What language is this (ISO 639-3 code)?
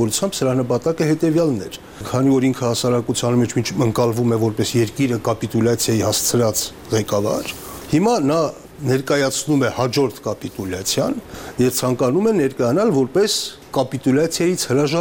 hye